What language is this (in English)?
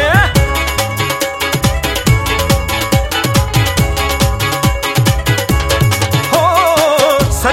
Punjabi